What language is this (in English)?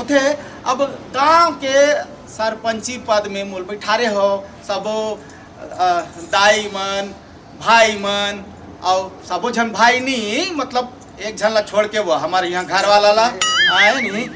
Chhattisgarhi